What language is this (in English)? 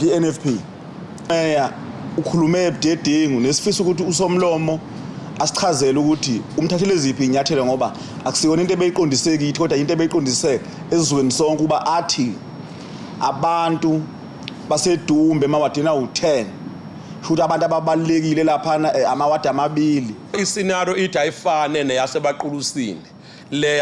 Zulu